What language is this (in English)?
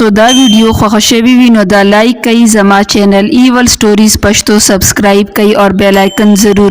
Pashto